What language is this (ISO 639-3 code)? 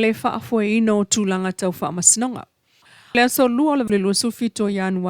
smo